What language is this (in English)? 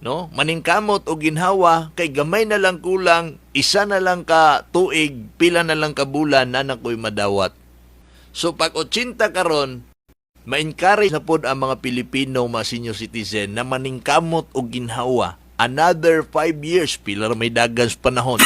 Cebuano